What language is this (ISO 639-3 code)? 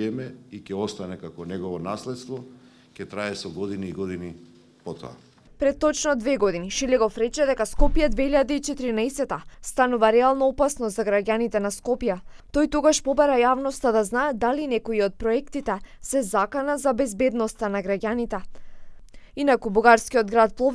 mkd